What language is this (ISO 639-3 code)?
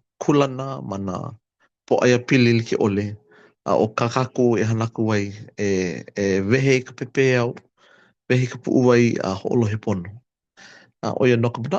haw